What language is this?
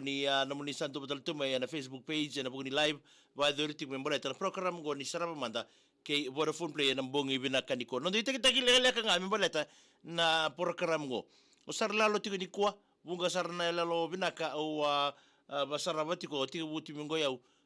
Fijian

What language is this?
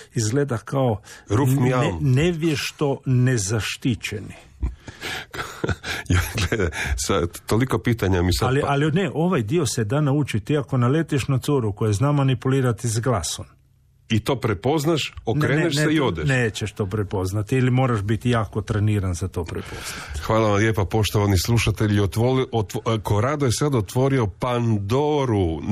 Croatian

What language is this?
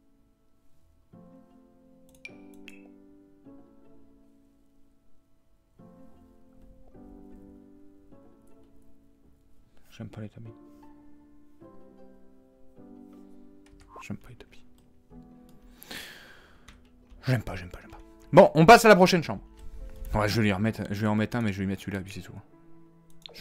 French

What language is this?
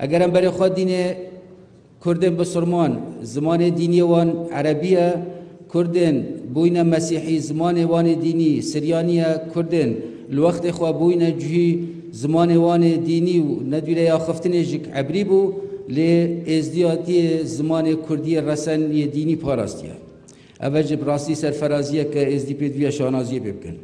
Kurdish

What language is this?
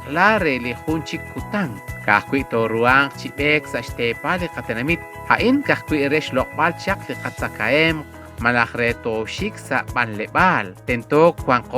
Kekchí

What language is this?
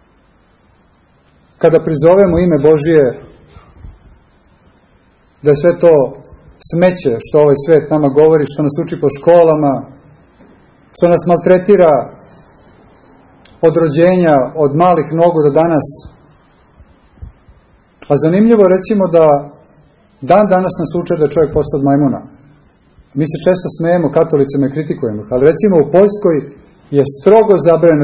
Serbian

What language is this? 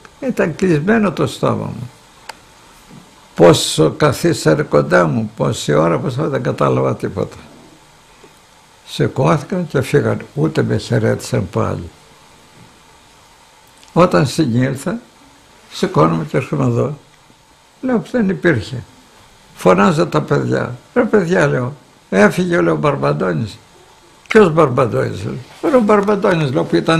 Greek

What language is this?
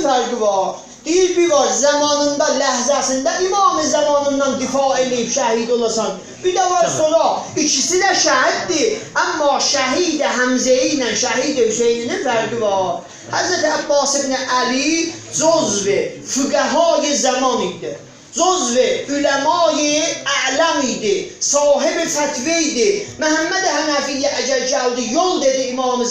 South Azerbaijani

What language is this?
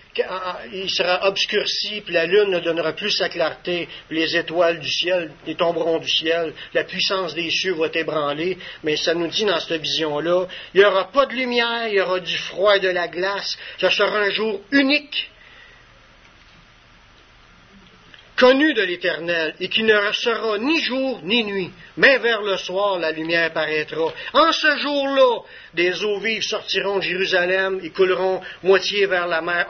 French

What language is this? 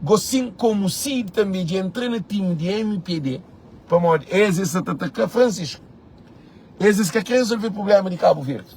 Kabuverdianu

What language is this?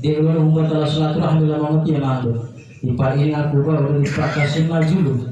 Gorontalo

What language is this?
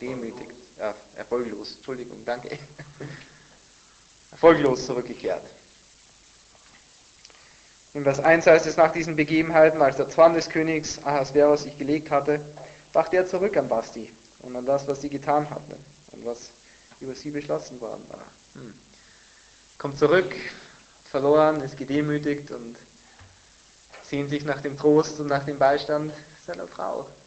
German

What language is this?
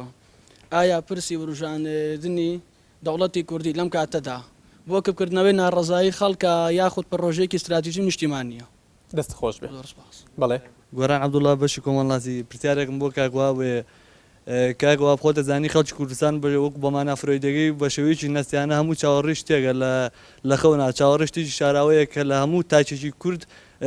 Central Kurdish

